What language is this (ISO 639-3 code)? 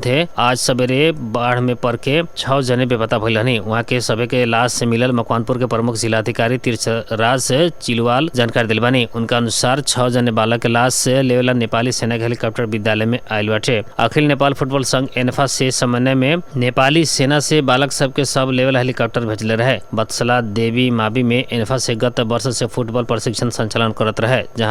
bho